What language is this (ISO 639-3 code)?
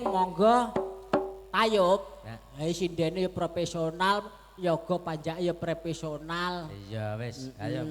jav